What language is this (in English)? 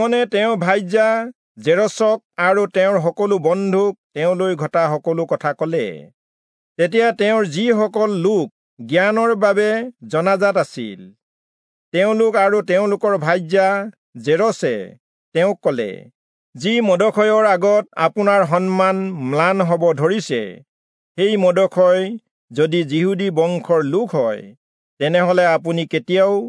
Assamese